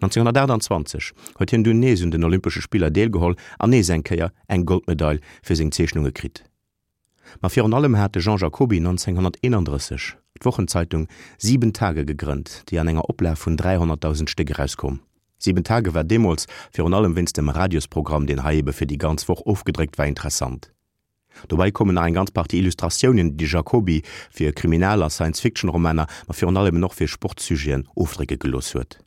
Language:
Luxembourgish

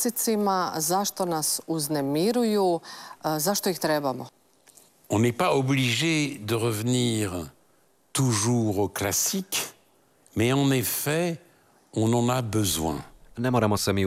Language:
Croatian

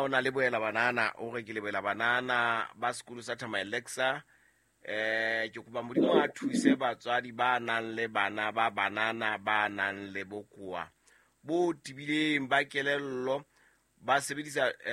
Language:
Southern Sotho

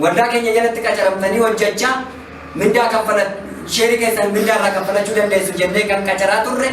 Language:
Oromo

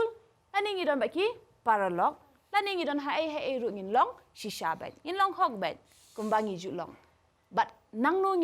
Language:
Khasi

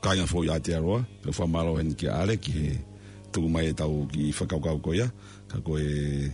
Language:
Tongan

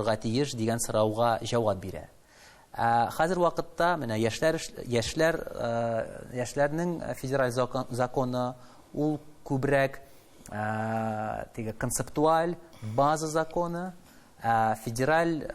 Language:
Tatar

